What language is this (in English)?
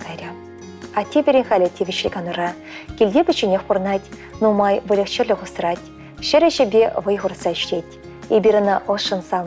Chuvash